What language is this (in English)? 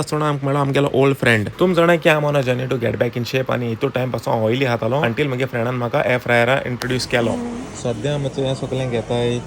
Konkani